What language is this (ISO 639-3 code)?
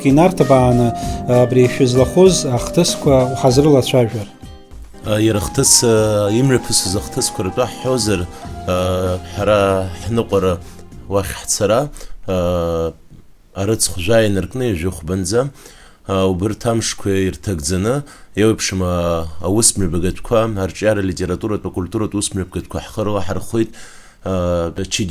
abk